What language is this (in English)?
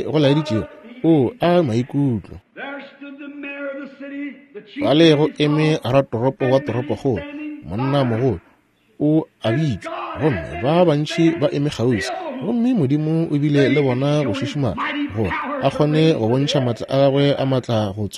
Northern Sotho